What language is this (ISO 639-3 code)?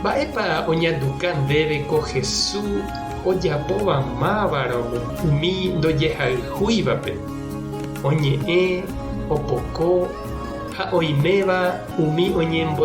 grn